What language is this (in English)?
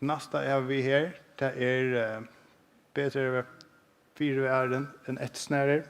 Faroese